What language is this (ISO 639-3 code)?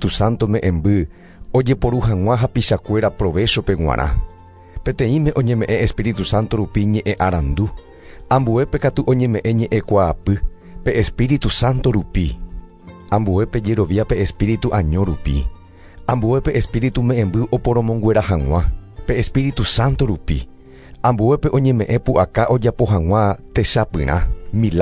grn